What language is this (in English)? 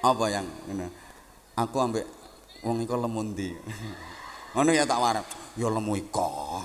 Javanese